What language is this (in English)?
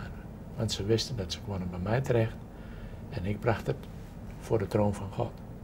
Dutch